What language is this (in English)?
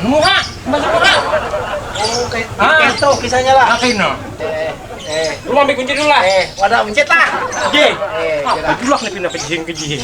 Banjar